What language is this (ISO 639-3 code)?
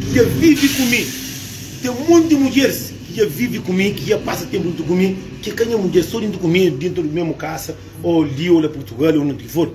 kea